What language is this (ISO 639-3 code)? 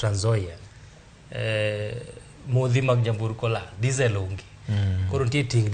luo